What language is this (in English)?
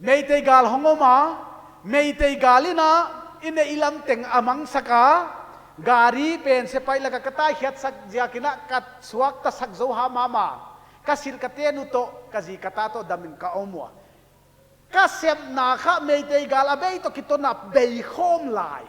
Paite Chin